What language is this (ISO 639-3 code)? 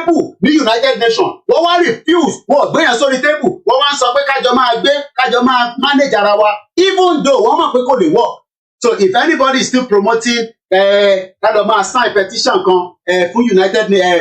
yor